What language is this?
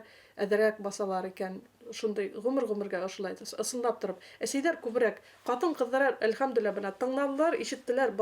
Bashkir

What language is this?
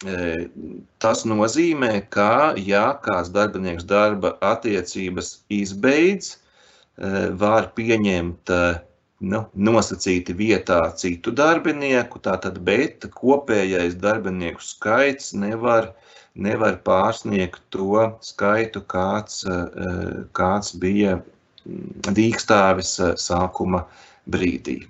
Latvian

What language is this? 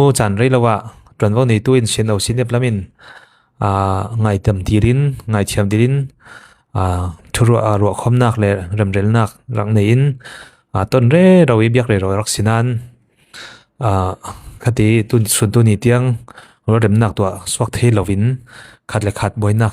Falam Chin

